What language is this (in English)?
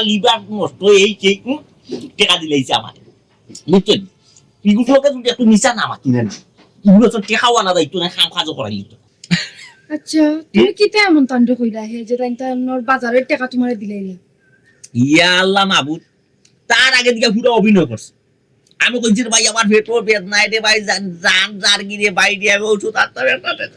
Sylheti